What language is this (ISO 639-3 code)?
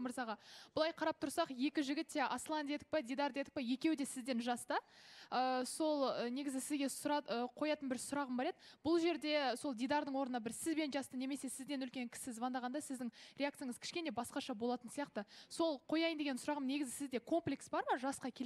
kaz